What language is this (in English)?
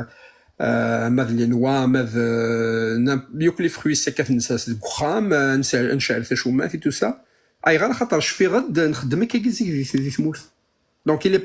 Kabyle